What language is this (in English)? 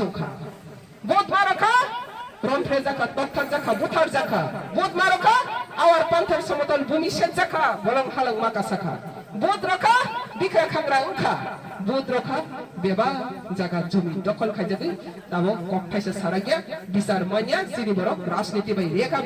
Kok Borok